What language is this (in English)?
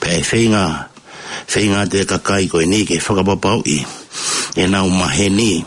Tongan